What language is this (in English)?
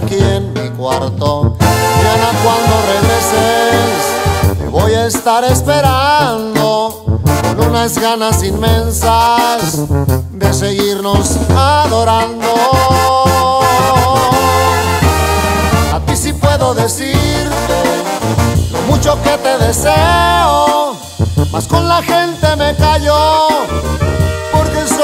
Spanish